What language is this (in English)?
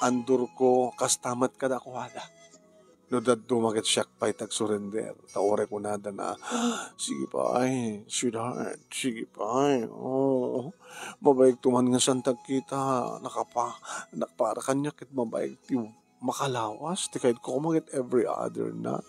Iloko